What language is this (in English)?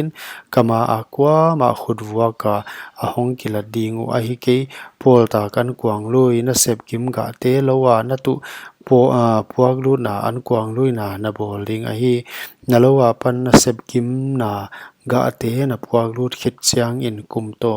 Paite Chin